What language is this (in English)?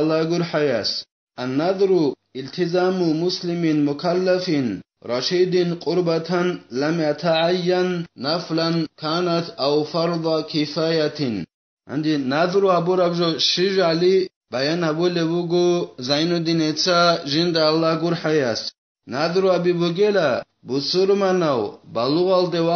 Avaric